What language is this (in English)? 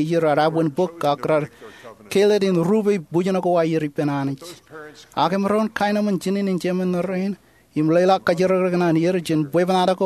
Marshallese